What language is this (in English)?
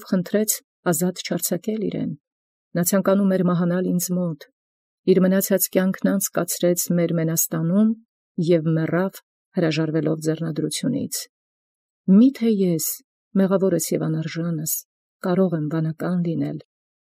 Armenian